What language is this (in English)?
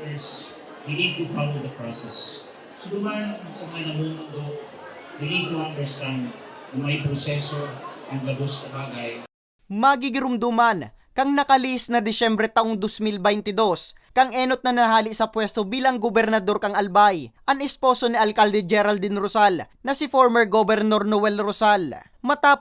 Bikol